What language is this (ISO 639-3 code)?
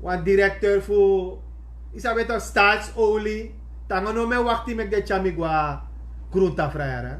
srn